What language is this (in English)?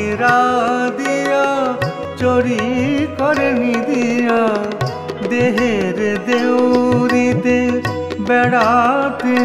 Bangla